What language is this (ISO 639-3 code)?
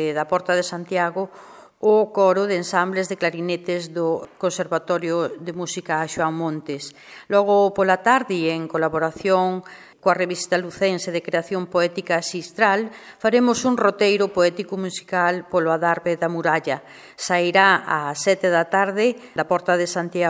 glg